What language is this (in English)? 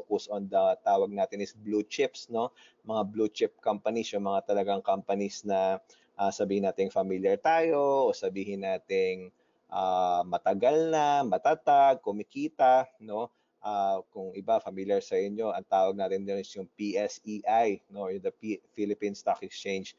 Filipino